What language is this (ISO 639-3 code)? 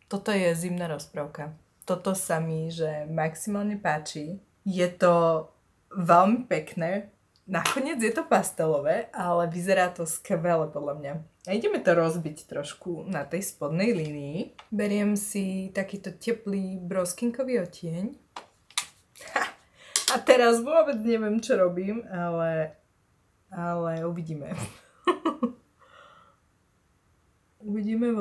slk